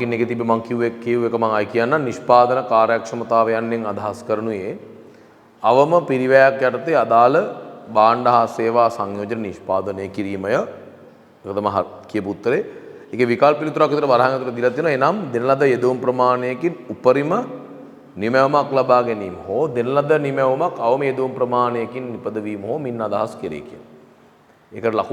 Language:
Sinhala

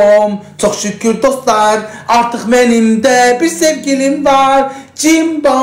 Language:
Azerbaijani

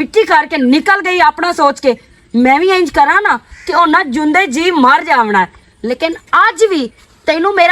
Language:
Western Panjabi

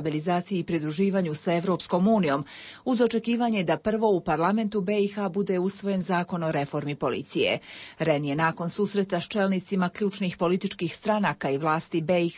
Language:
Bosnian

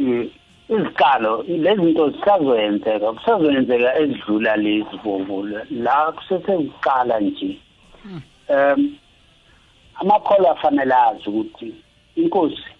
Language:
South Ndebele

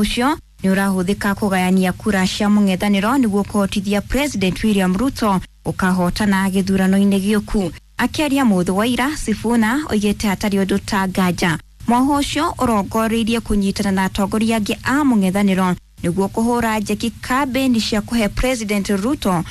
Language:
Kikuyu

